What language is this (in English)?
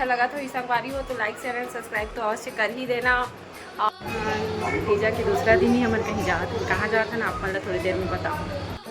Chhattisgarhi